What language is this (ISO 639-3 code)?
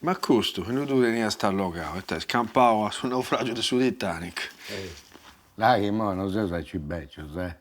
srd